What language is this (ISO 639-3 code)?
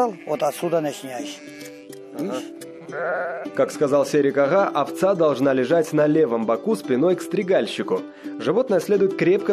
rus